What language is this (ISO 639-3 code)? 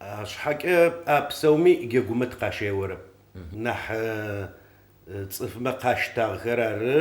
ady